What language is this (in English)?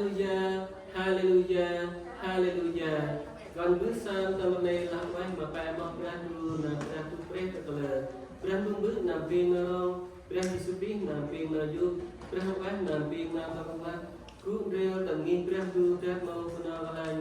Central Mnong